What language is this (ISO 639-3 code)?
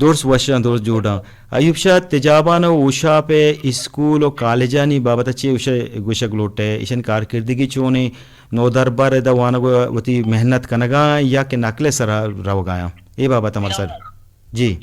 bgp